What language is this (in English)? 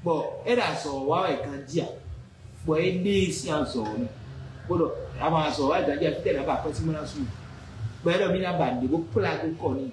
Fon